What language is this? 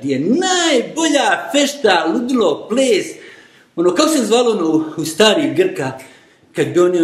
Bosnian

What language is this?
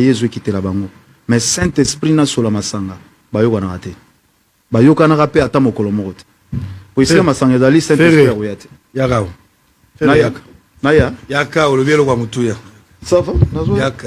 Lingala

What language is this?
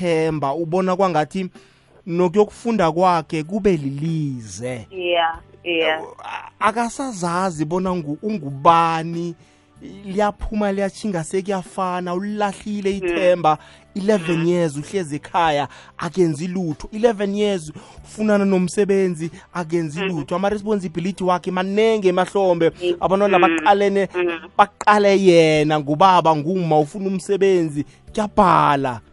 South Ndebele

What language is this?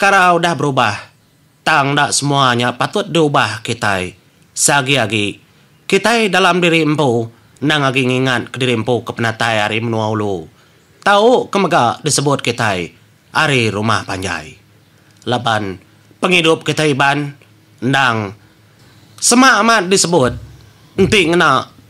Iban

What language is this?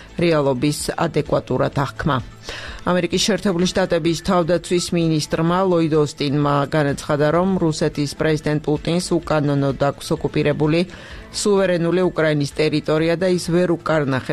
Georgian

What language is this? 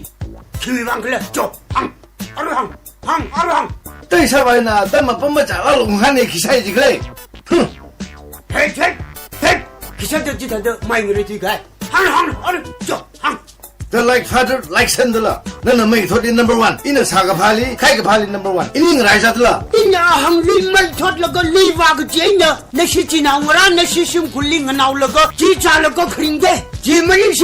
Tangkhul Naga (India)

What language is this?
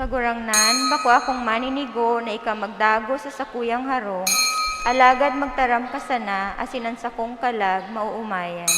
Bikol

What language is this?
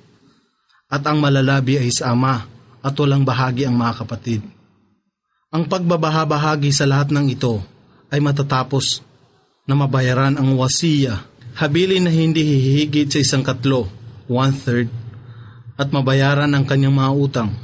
Filipino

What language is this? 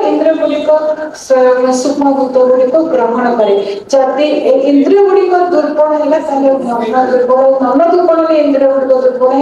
Odia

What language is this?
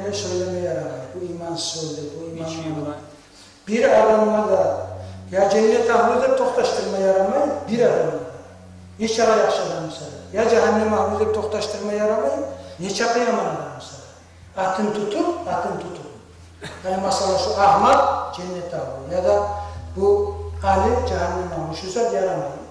Kumyk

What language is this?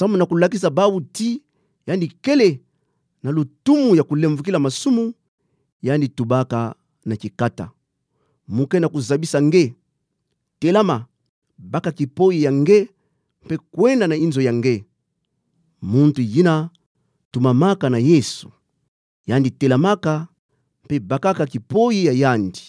Kituba (Democratic Republic of Congo)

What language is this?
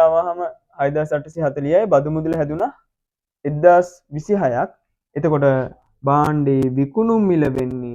Sinhala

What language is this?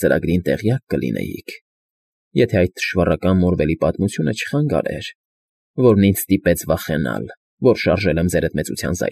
Armenian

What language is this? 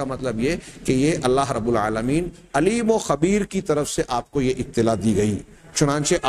Urdu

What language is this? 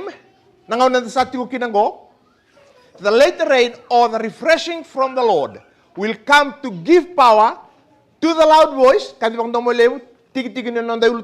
Fijian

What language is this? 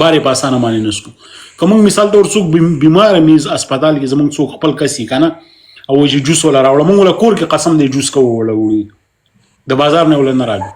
Pashto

